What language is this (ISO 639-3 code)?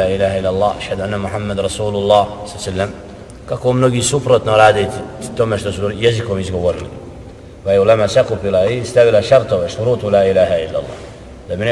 bos